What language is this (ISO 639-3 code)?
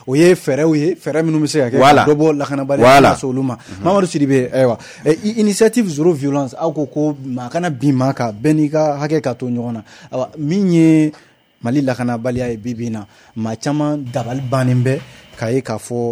bam